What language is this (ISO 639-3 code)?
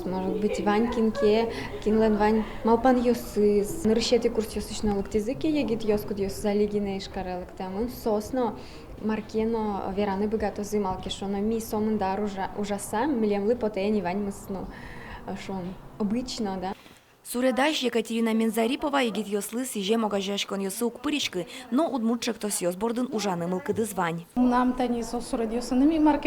udm